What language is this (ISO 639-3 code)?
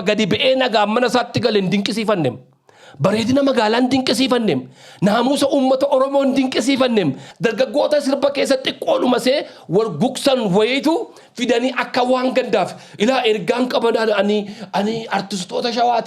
orm